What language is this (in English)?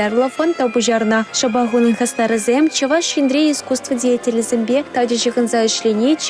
Chuvash